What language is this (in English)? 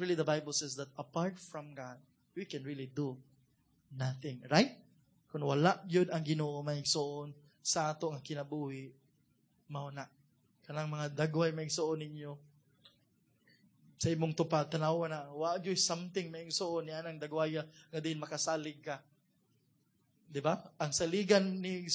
Cebuano